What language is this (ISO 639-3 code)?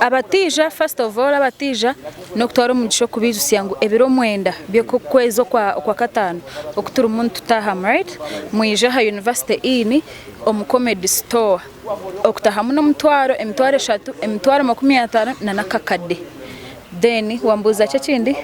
nyn